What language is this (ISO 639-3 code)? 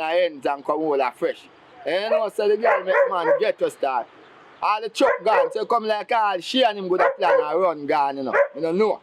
jam